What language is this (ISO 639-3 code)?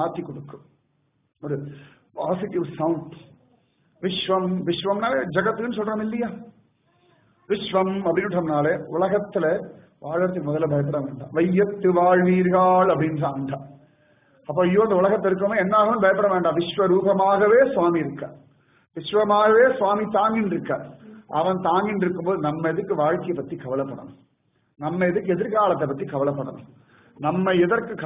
tam